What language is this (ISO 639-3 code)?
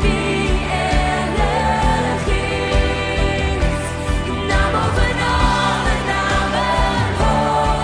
nld